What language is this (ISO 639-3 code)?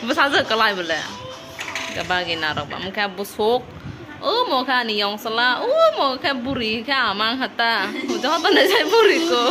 trp